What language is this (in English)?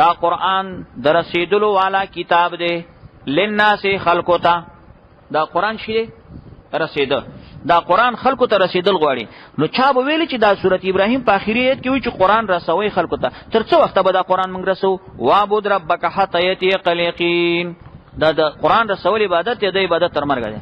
Pashto